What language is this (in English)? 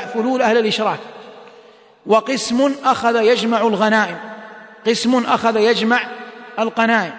Arabic